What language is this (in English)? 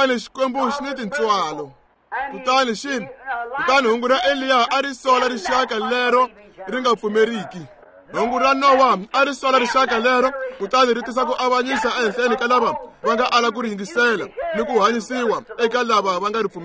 Tsonga